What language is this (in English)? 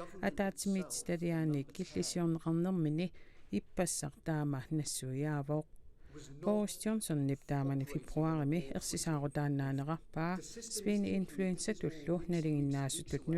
Kalaallisut